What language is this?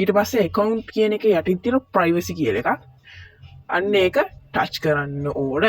Sinhala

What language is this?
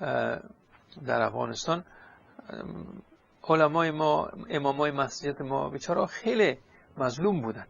Persian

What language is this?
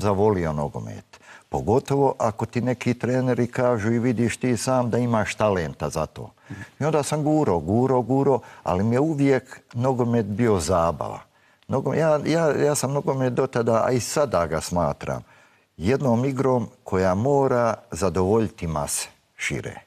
Bosnian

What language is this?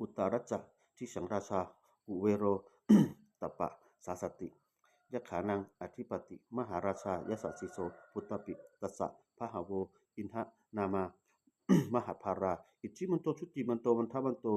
Pali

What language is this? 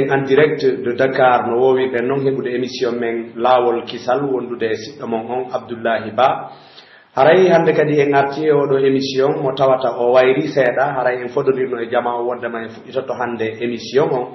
Pular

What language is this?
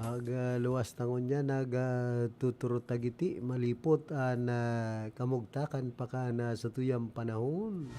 Bikol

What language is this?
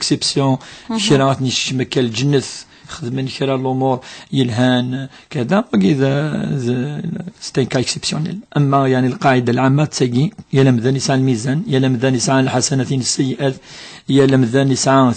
Kabyle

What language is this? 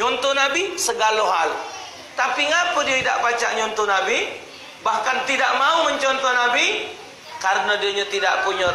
Musi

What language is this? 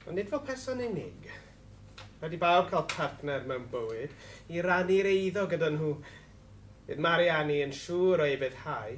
Welsh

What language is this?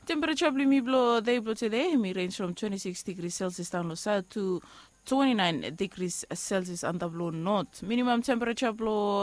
Bislama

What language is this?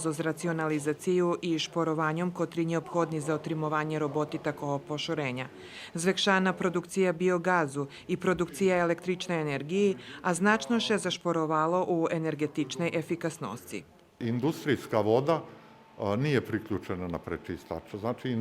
Rusyn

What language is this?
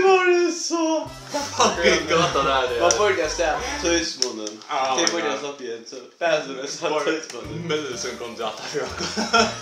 Faroese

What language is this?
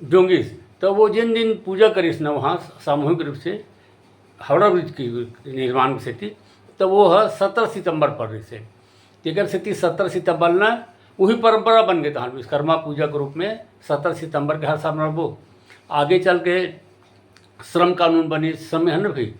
Chhattisgarhi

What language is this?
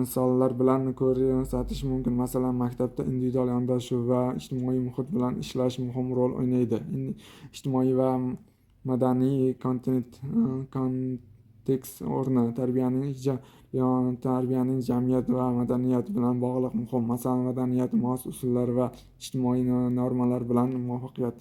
Uzbek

